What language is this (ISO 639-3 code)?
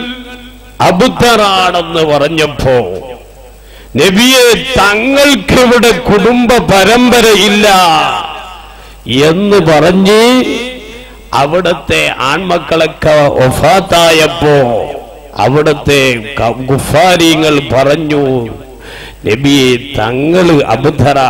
mal